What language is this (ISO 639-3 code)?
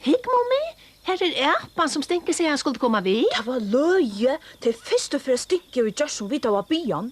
fao